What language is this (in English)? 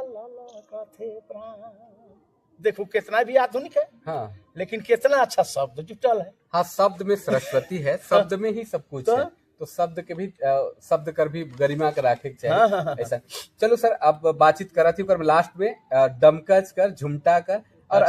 Sadri